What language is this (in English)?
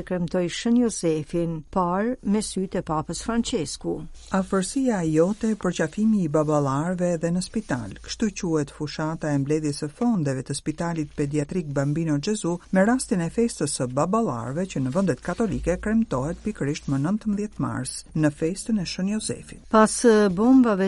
Albanian